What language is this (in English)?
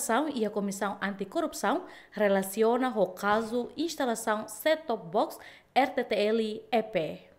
Tetum